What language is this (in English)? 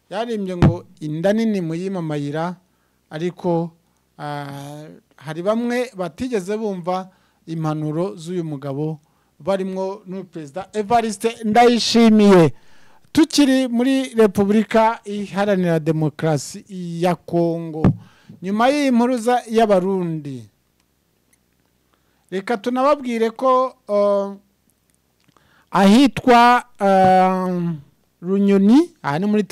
Kinyarwanda